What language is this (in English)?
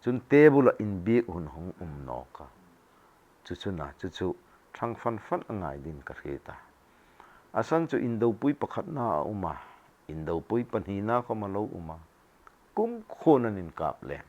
Hmar